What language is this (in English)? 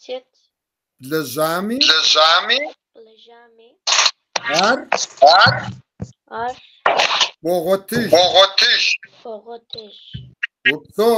Kabardian